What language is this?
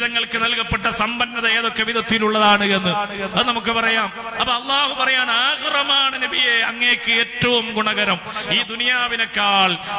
Malayalam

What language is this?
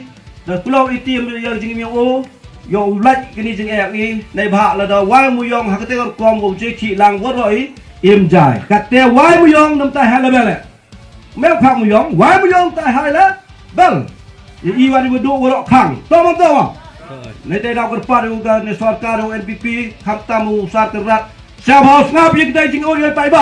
Khasi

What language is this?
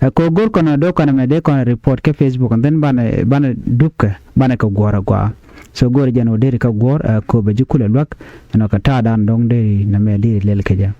Nuer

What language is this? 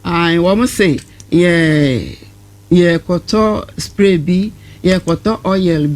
Akan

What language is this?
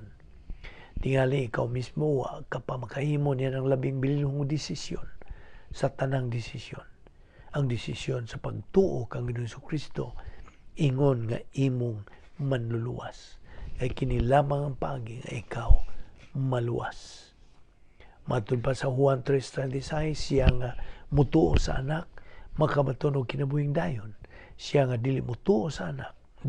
Cebuano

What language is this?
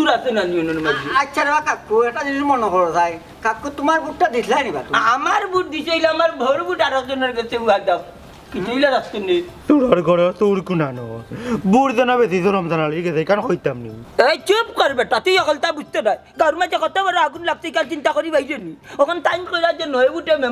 Sylheti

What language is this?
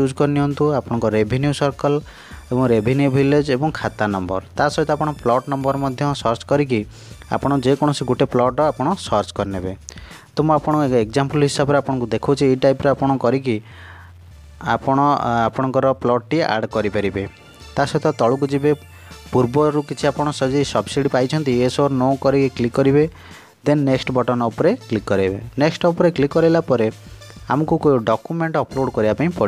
Odia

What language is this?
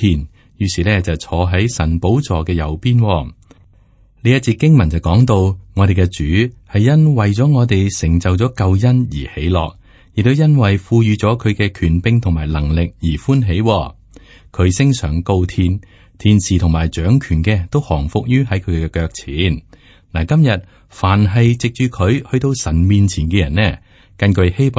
Cantonese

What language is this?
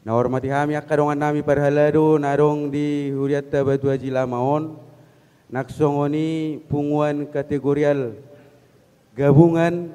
Batak Toba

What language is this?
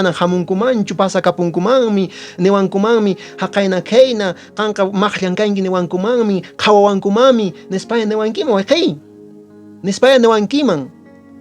Quechua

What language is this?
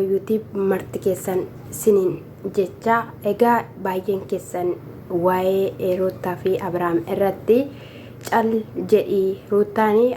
Oromo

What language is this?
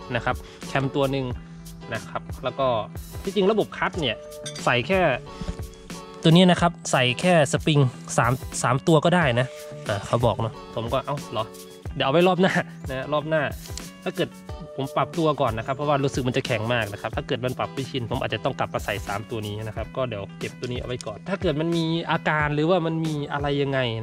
Thai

